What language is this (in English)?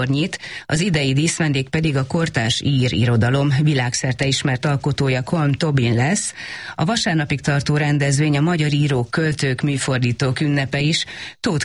Hungarian